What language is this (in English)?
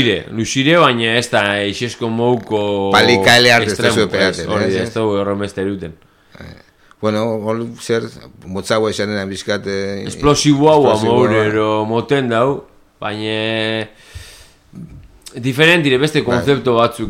Basque